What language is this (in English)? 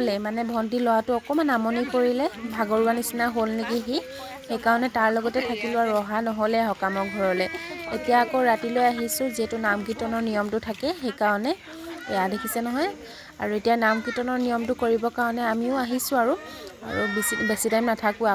Assamese